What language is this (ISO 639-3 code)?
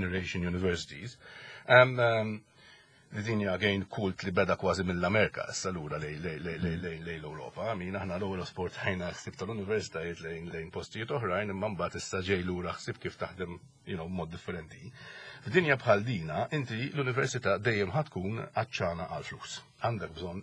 mlt